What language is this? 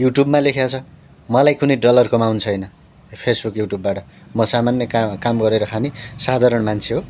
Nepali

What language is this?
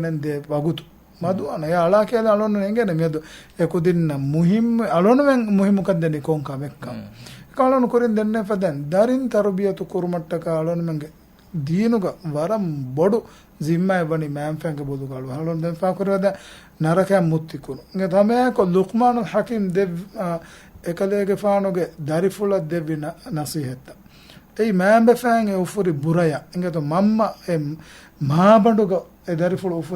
Divehi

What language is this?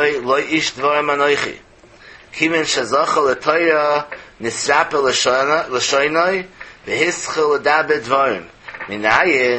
Yiddish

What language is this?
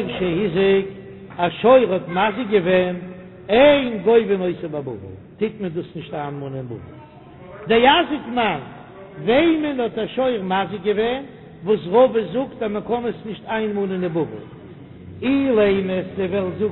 Yiddish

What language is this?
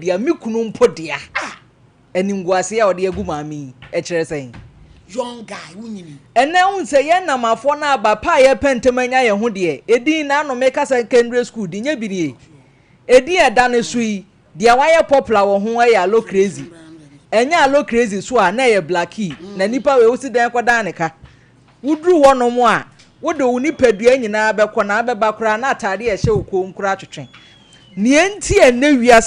Akan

